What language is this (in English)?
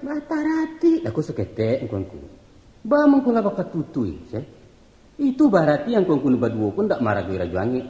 Minangkabau